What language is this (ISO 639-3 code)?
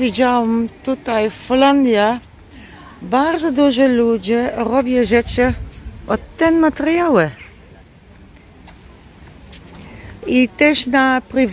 pol